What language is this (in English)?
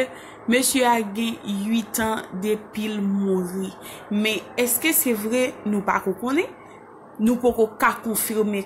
Haitian Creole